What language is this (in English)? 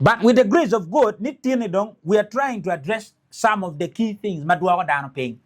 Acoli